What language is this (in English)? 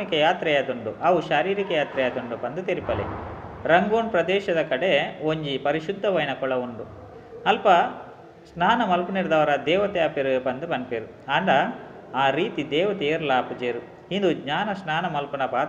Tulu